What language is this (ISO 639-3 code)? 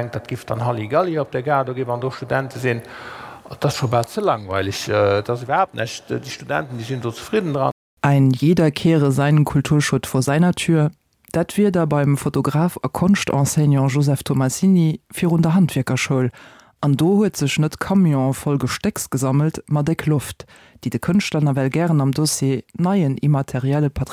ltz